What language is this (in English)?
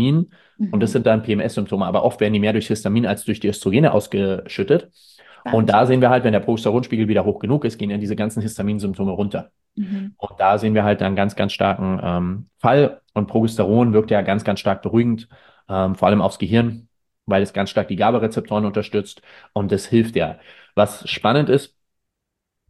German